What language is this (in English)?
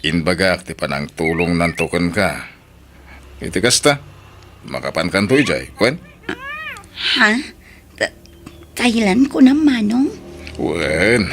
Iloko